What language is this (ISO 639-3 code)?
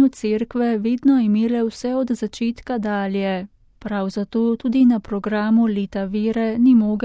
slv